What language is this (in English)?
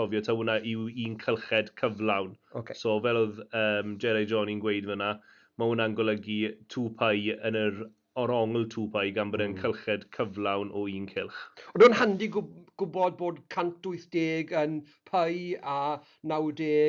Welsh